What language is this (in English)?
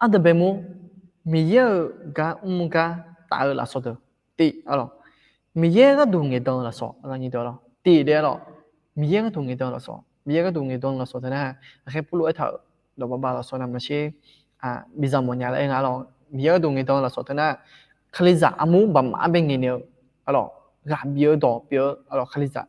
Akha